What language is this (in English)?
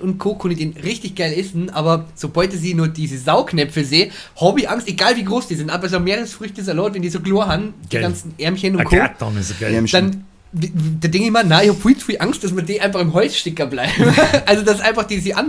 Bavarian